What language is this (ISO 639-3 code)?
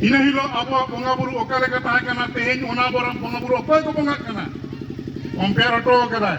sat